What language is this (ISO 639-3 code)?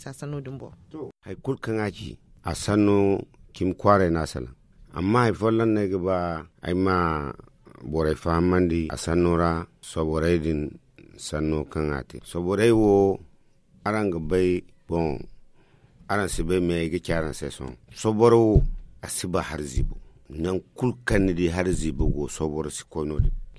dje